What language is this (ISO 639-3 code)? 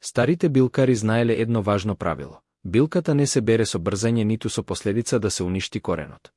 mkd